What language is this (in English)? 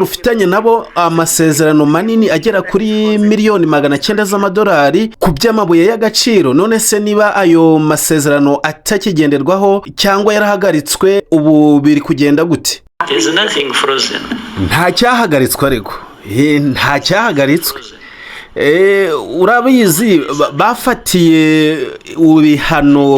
Kinyarwanda